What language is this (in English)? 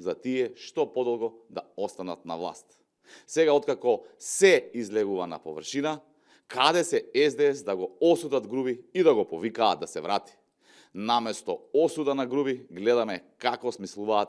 Macedonian